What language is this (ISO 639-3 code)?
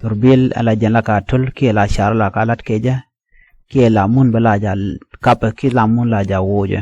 nus